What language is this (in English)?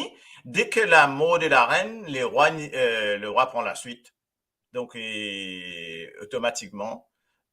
Morisyen